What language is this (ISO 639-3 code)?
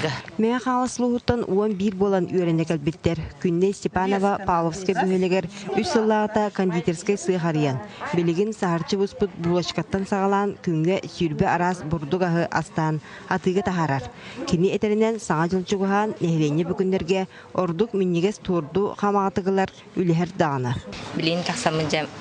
sah